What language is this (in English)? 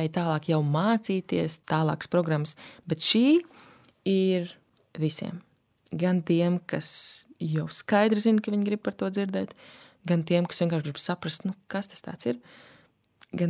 Latvian